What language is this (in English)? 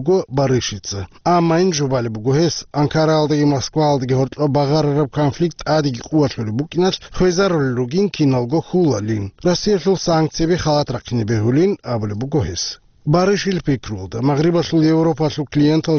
Avaric